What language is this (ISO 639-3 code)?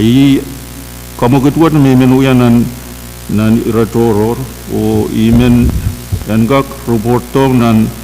pon